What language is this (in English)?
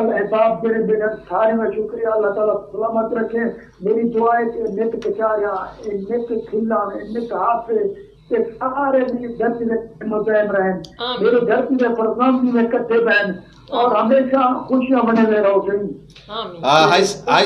Saraiki